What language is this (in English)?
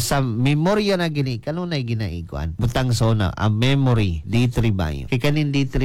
Cebuano